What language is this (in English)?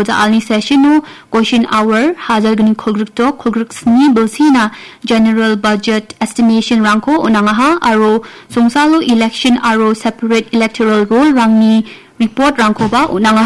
Garo